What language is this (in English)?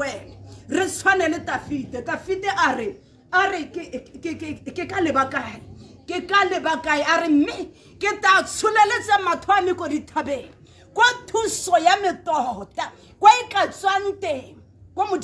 Tswana